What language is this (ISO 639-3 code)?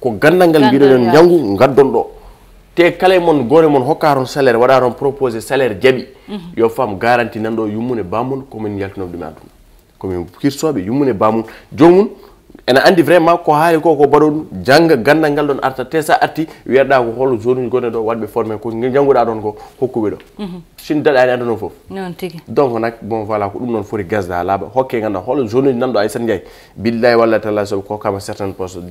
ful